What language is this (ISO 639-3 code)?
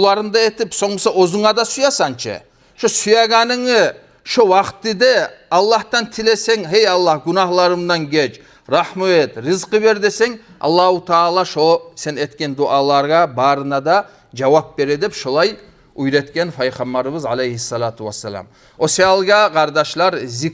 kum